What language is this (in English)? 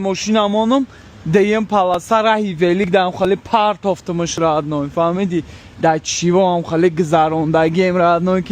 Tajik